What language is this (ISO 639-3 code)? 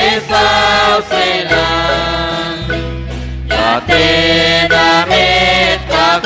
kek